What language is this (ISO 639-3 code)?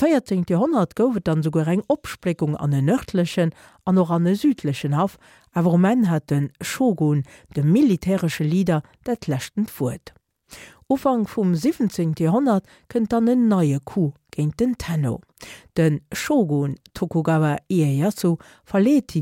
ltz